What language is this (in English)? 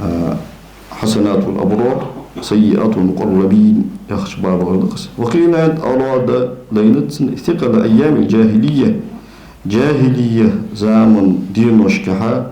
Ingush